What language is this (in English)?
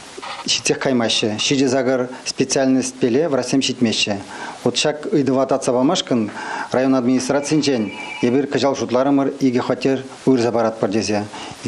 Chuvash